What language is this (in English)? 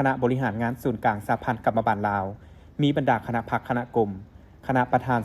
Lao